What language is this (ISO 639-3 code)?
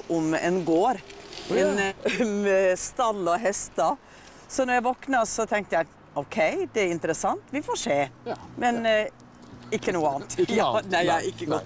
nor